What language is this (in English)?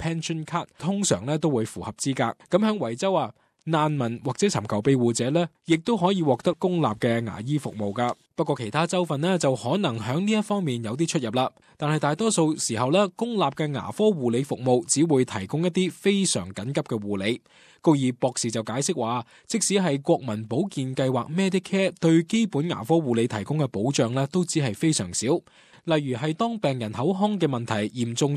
Cantonese